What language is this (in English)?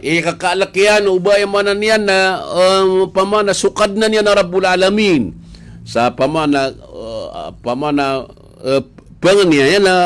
Maranao